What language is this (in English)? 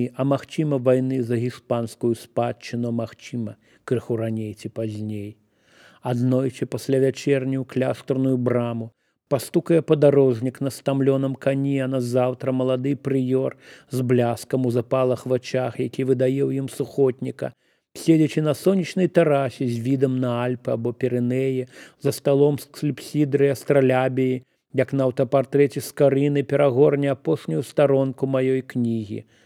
Belarusian